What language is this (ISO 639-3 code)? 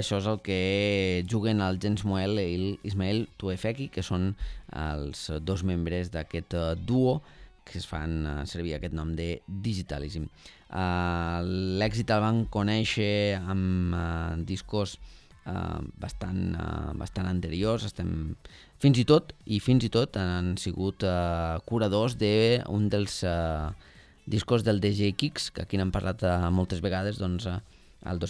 cat